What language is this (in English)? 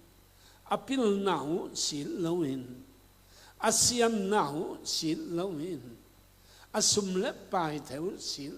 Tedim Chin